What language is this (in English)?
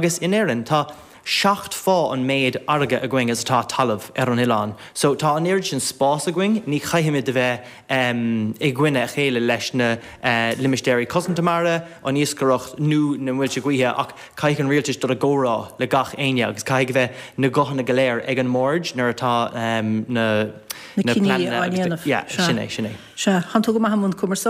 Irish